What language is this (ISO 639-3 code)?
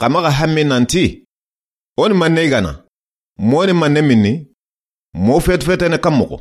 snk